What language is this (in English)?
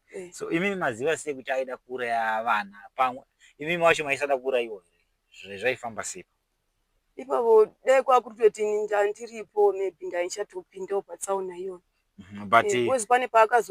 Shona